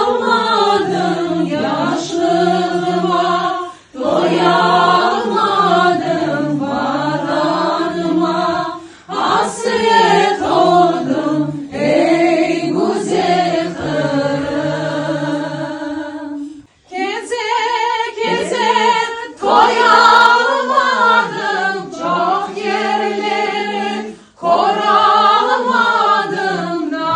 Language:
Crimean Tatar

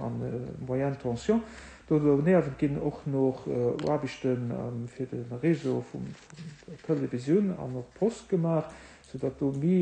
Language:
Luxembourgish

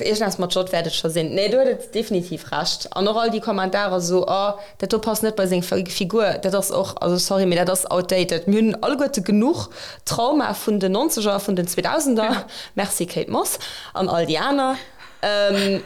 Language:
Luxembourgish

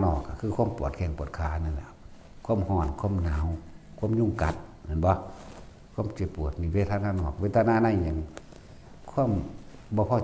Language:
Northeastern Thai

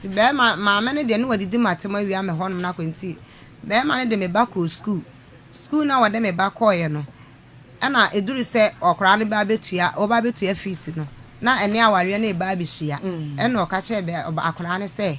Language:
Akan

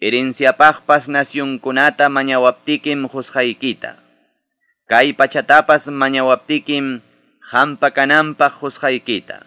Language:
Quechua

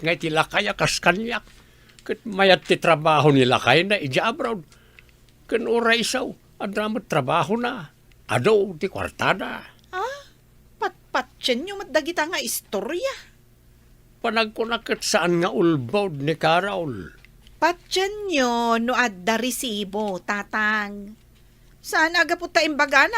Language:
Iloko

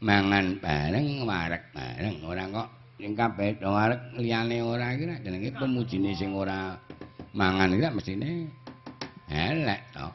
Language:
Javanese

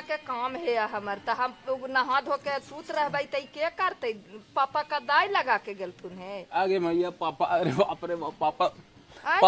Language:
Magahi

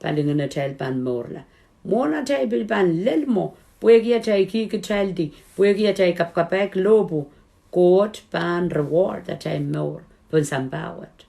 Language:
Pohnpeian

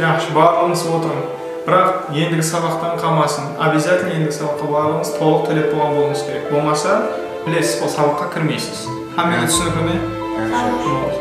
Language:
Kara-Kalpak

